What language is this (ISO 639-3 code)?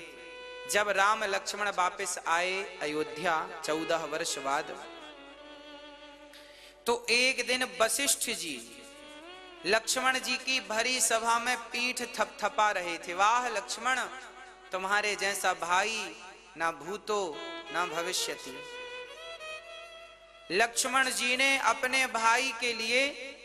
hin